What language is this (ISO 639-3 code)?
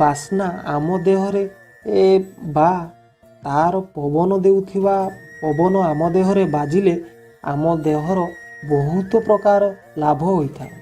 ori